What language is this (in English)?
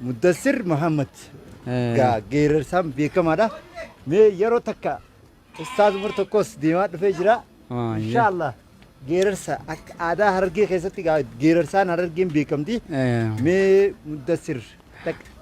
Oromo